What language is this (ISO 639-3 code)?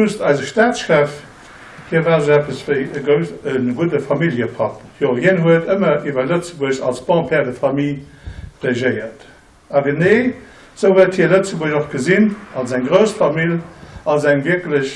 ltz